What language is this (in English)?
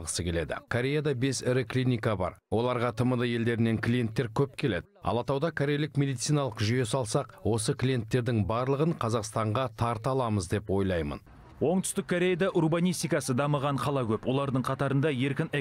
Kazakh